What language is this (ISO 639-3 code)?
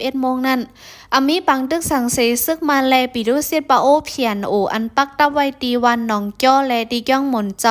shn